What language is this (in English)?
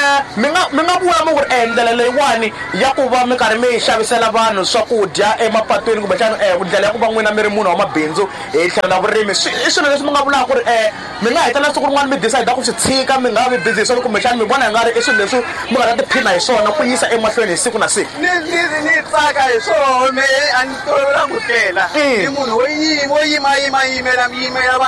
Tsonga